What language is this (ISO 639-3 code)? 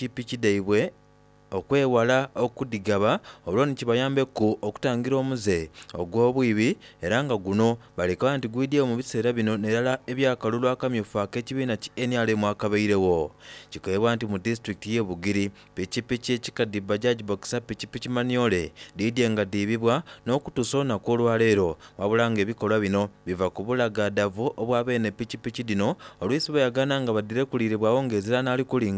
xog